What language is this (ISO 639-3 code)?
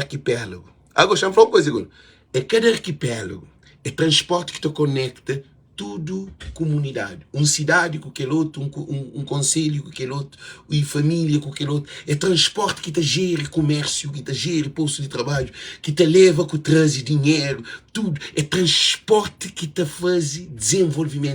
kea